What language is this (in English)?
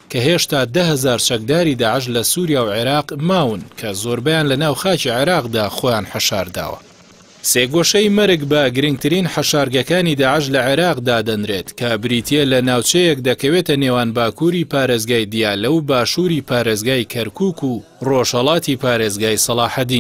Central Kurdish